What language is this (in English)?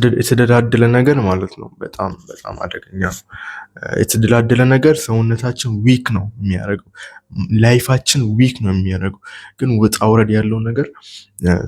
Amharic